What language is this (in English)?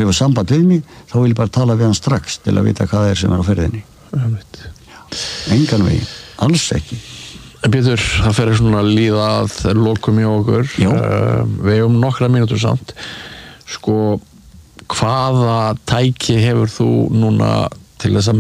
Icelandic